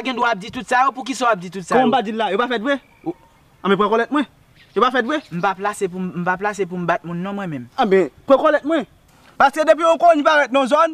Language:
Haitian Creole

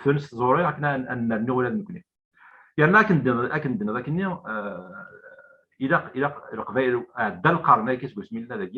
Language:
Kabyle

